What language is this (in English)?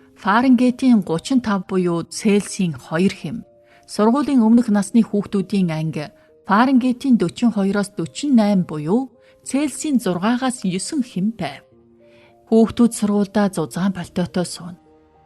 Mongolian